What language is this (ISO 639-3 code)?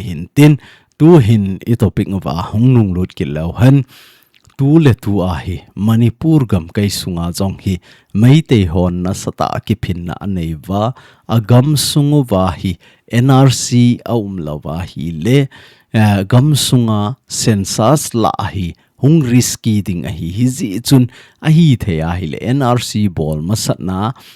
tcz